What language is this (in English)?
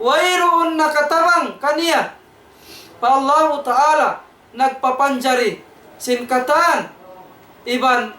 Tausug